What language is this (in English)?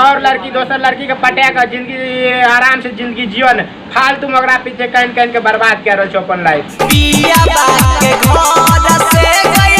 Maithili